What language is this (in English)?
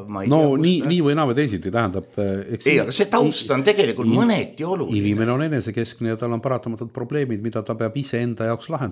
Estonian